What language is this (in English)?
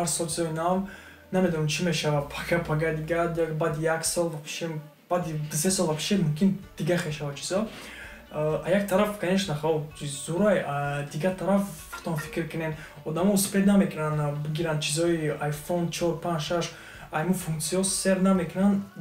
Tajik